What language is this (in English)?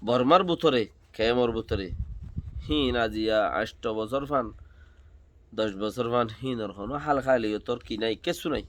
Rohingya